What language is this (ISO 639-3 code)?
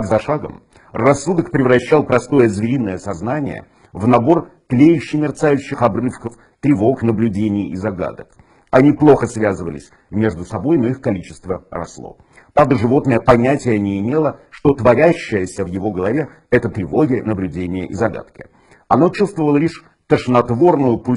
rus